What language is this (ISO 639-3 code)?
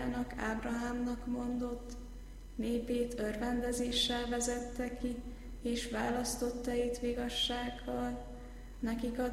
hun